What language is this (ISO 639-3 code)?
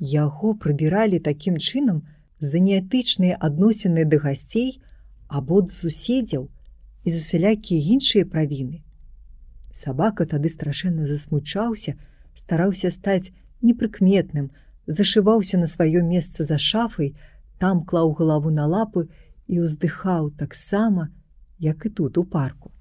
bel